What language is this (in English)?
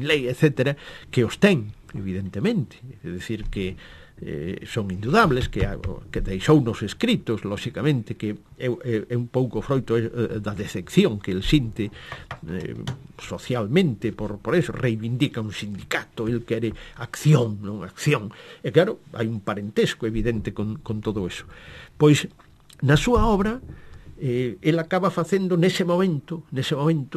Galician